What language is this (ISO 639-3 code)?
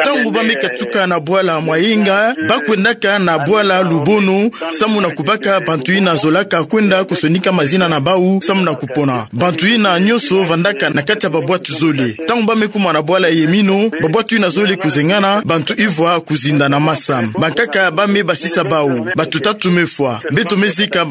ktu